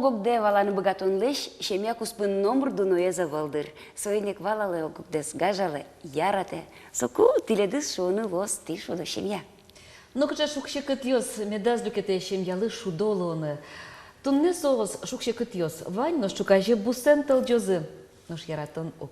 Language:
Udmurt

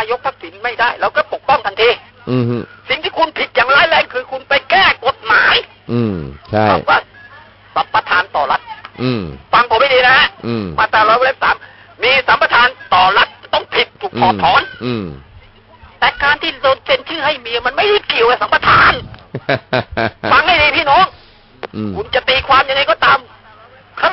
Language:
Thai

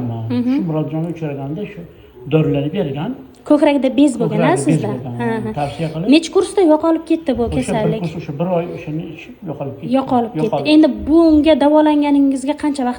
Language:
Uzbek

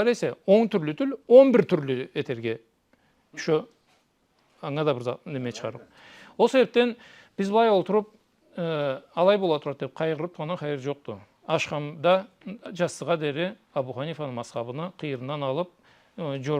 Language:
Karachay-Balkar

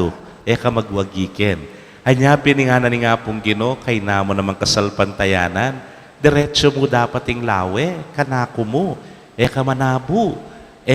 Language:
Pampanga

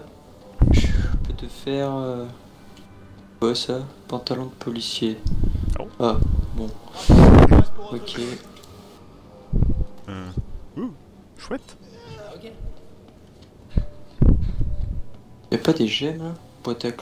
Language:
French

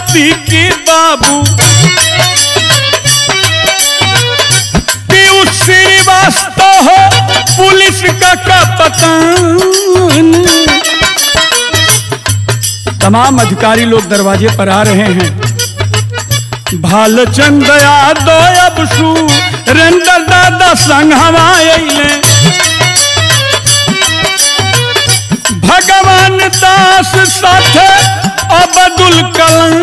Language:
Bhojpuri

